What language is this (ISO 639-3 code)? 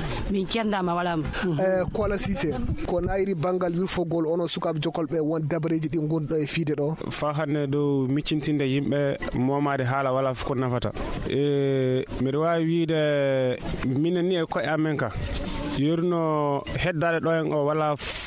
fuv